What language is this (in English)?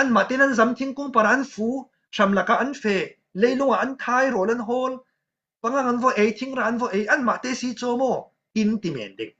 Falam Chin